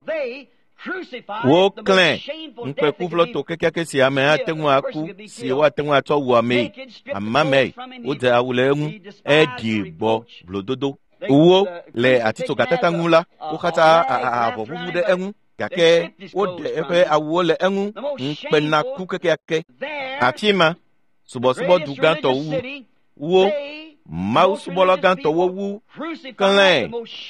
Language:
Ewe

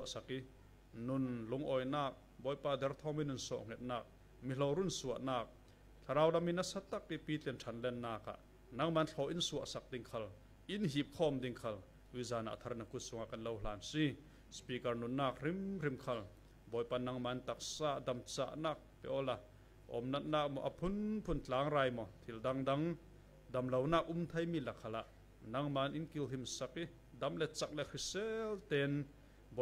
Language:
Falam Chin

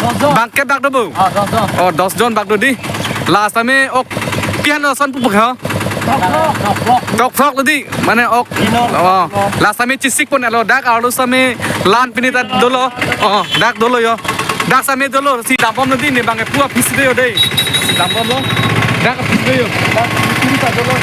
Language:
Karbi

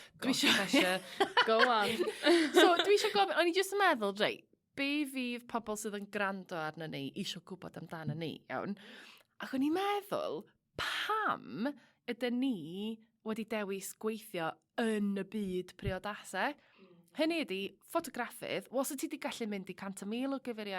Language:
Welsh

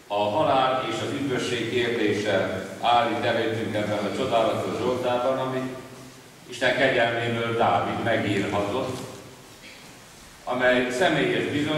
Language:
Hungarian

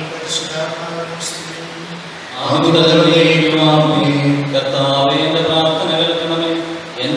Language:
Malayalam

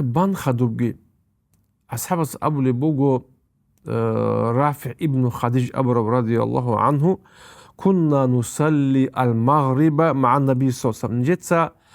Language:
Avaric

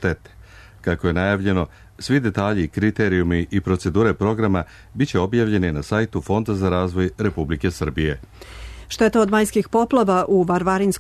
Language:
Serbian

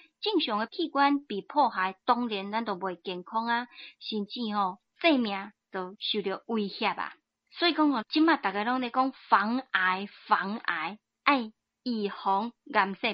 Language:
Min Nan Chinese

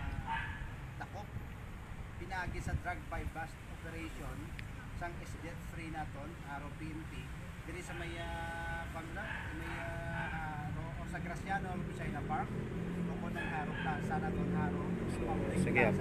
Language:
Hiligaynon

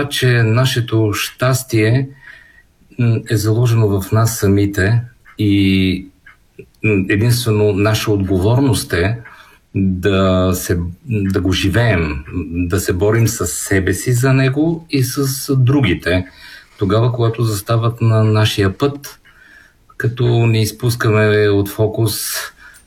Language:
Bulgarian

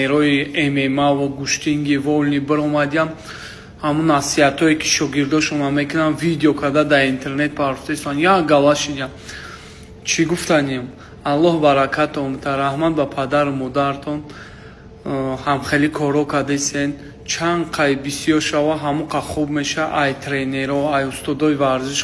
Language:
Tajik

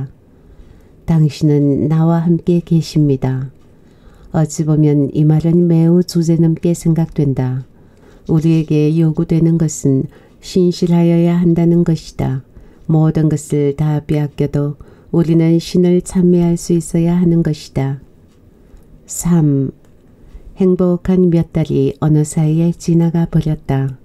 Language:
Korean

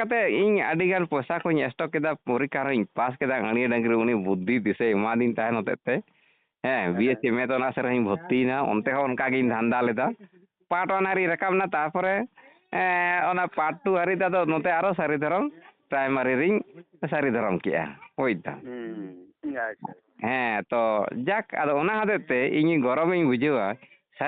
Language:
Santali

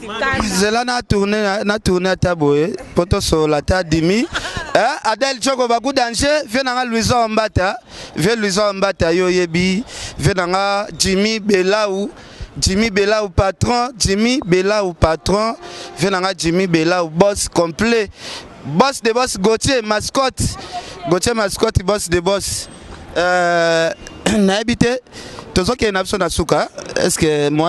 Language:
Lingala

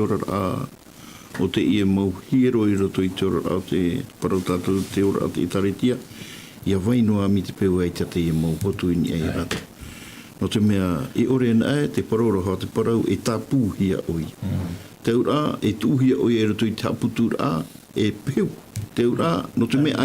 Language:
Tahitian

